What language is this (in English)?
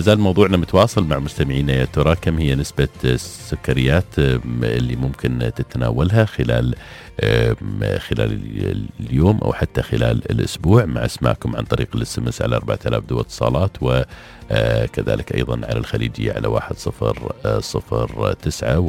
Najdi Arabic